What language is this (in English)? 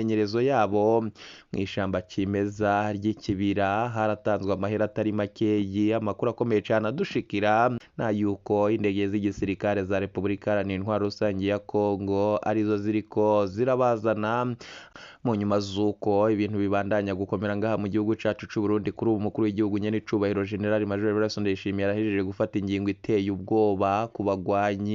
Rundi